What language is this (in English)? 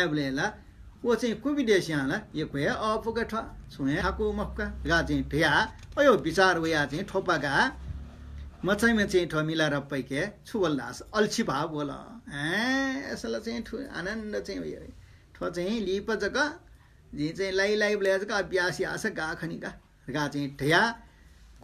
Newari